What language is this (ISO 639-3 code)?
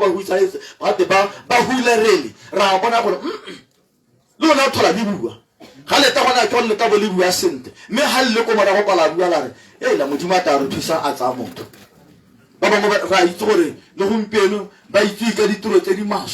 tsn